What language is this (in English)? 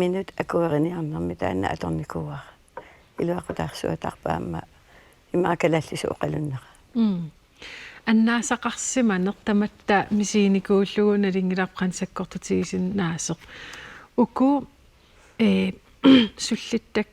Kalaallisut